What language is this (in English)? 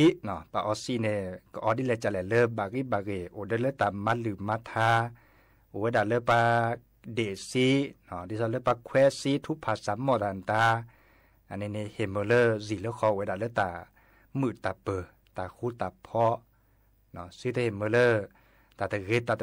S'gaw Karen